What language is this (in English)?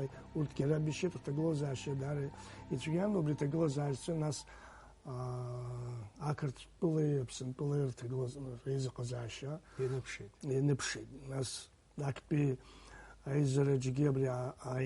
Abkhazian